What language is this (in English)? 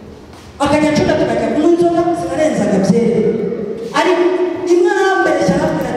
Kinyarwanda